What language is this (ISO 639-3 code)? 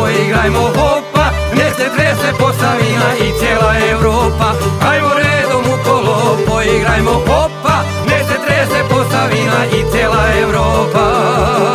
srp